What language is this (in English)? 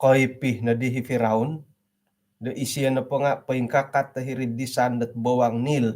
Central Dusun